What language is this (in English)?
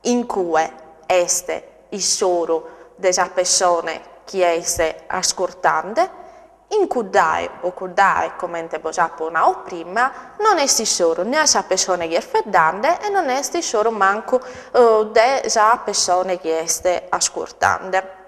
Sardinian